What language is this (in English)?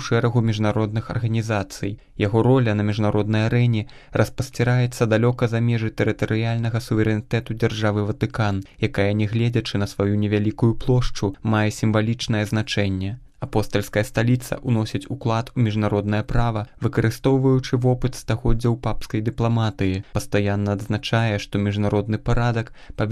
Belarusian